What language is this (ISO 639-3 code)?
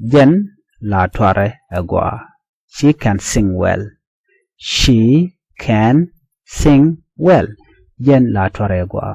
nus